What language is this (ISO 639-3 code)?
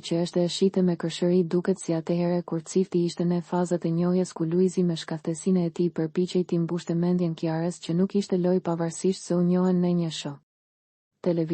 sqi